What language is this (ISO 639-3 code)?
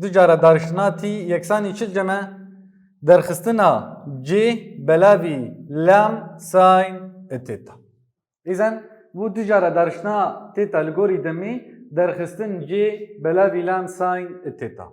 kur